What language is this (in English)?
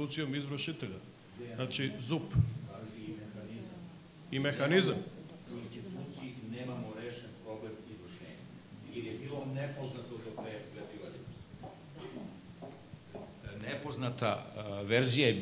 Serbian